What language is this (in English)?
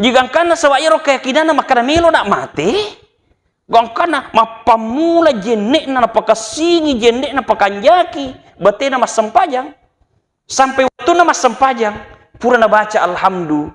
Buginese